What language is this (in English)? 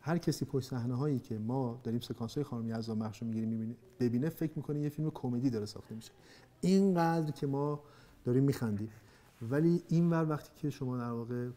Persian